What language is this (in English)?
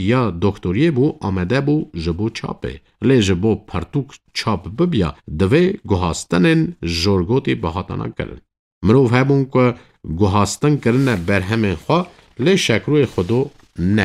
Kurdish